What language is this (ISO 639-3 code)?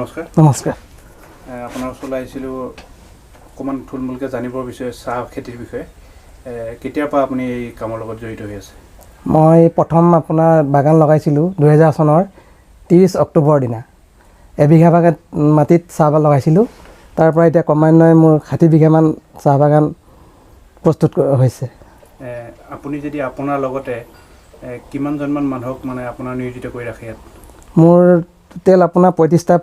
asm